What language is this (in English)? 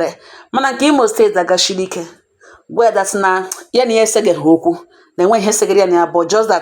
Igbo